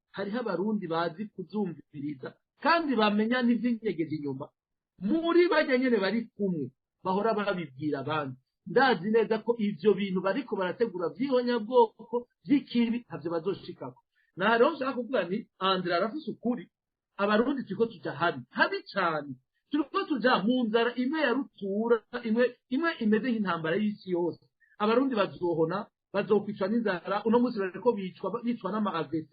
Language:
Rundi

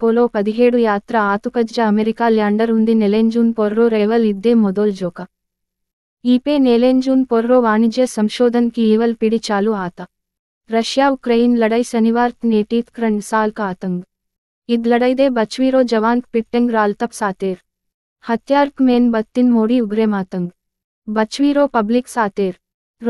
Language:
Gondi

